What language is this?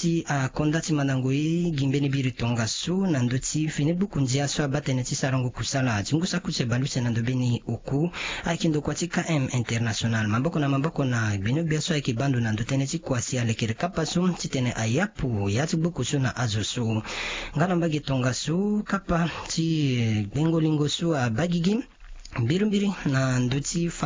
Sango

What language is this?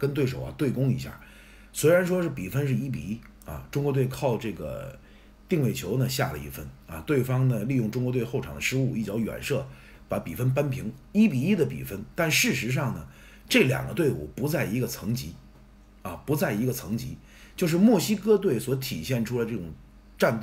Chinese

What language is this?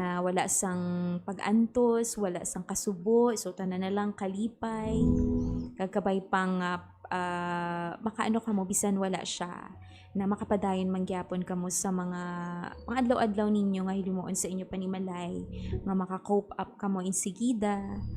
Hiligaynon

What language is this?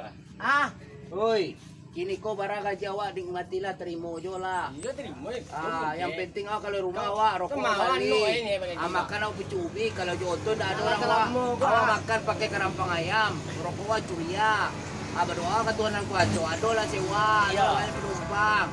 Minangkabau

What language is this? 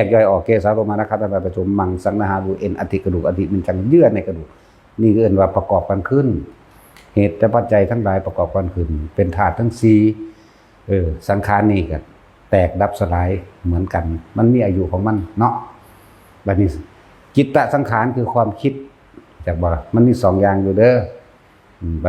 Northeastern Thai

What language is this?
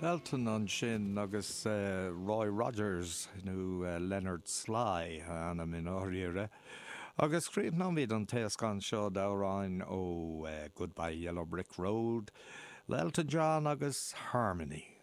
Irish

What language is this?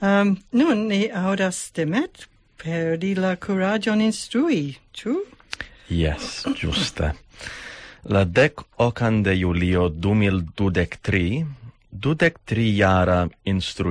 Esperanto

